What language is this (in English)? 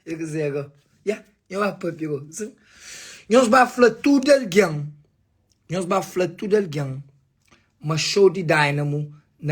Kabuverdianu